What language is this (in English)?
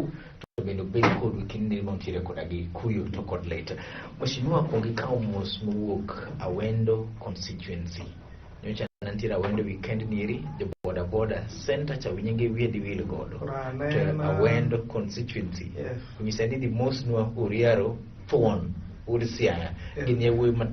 Luo (Kenya and Tanzania)